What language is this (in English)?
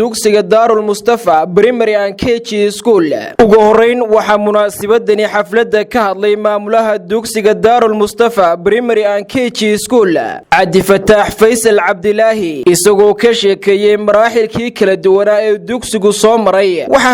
Somali